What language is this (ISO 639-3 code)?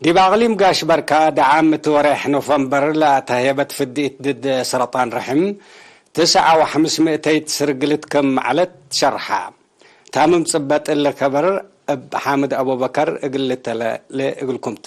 tig